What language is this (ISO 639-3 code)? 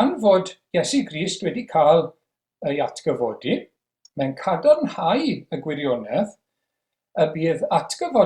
cym